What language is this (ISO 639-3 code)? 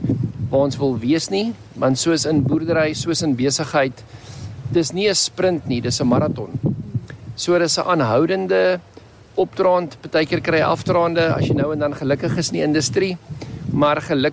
afr